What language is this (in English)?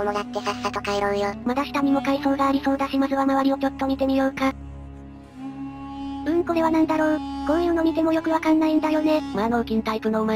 Japanese